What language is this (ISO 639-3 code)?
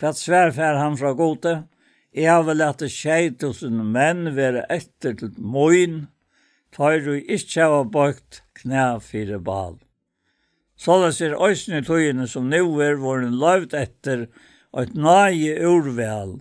fao